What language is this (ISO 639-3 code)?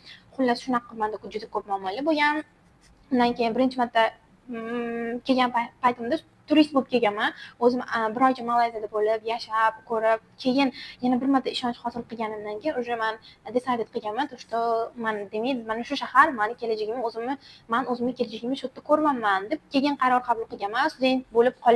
uzb